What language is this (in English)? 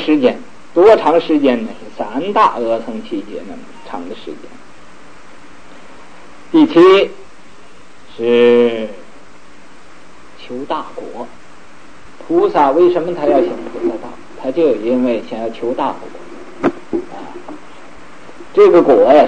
Chinese